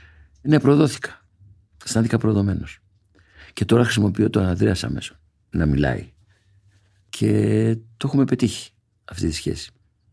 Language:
Greek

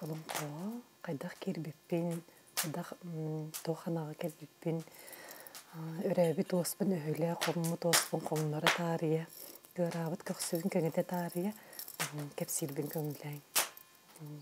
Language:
Yakut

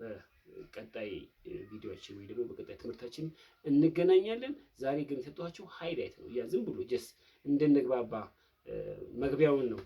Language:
Amharic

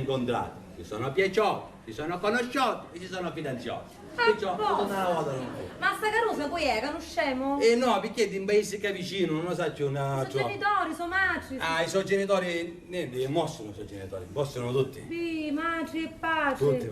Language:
Sicilian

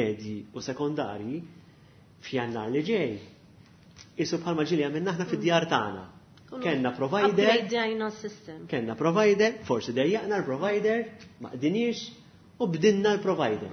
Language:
Maltese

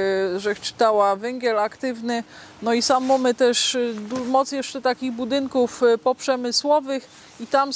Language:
Silesian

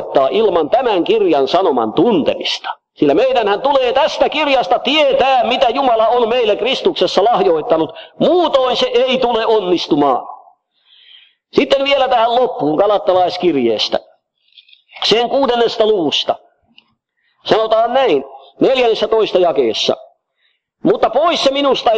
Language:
Finnish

